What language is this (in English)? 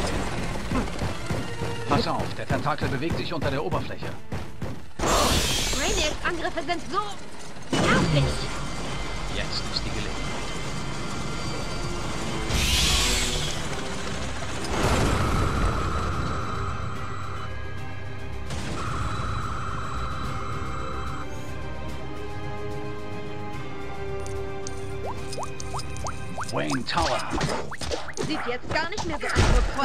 German